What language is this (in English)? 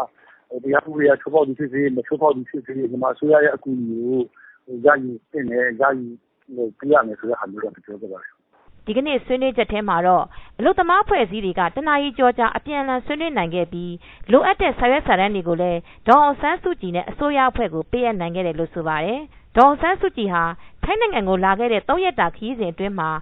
Burmese